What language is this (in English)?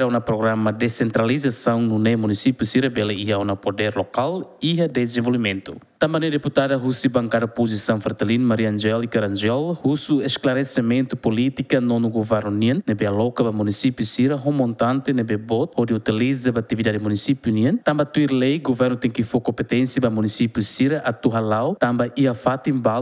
Tetum